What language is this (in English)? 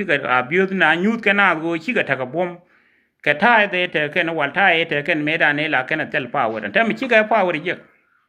Nuer